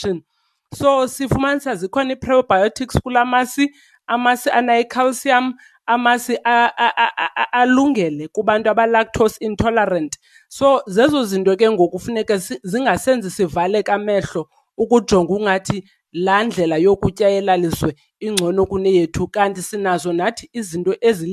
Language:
Xhosa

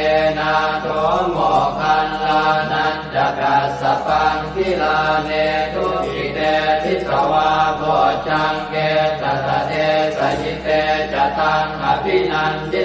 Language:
Pali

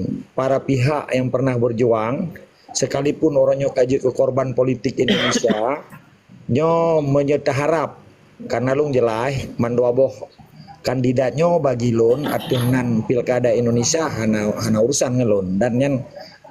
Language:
Achinese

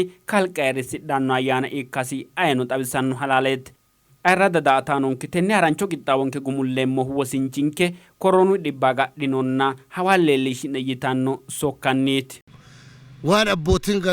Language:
Sidamo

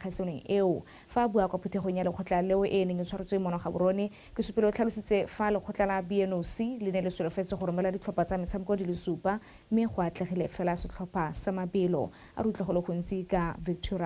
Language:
Tswana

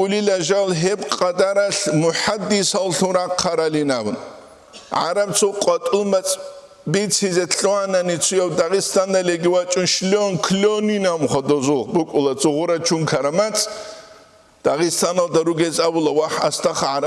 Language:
Avaric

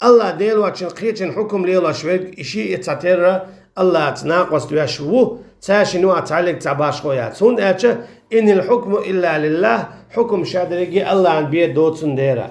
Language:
Chechen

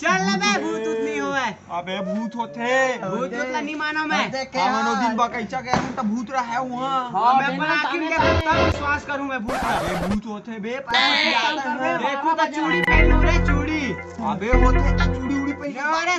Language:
Chhattisgarhi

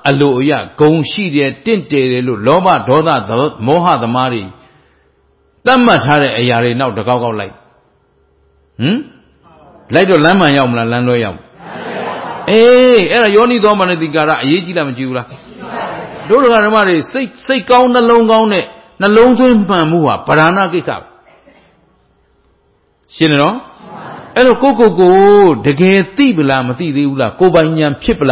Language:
Burmese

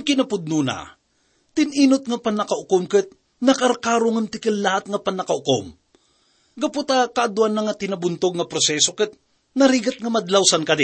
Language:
Iloko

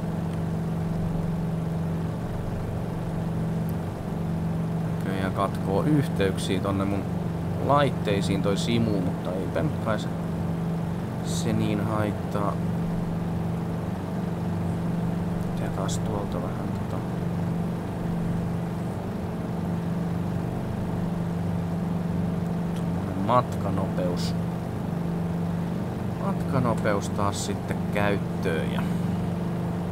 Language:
Finnish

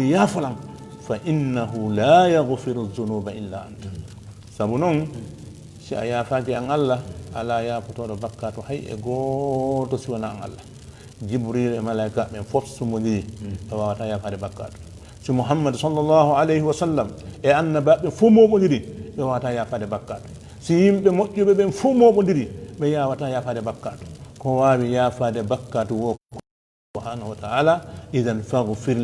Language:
Fula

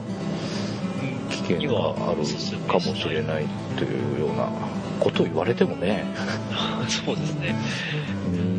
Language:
Japanese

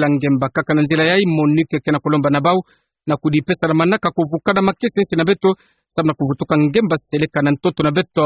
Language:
Kituba (Democratic Republic of Congo)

